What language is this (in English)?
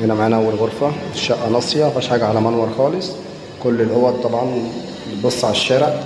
Egyptian Arabic